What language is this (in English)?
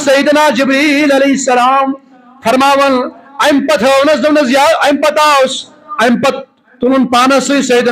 Kashmiri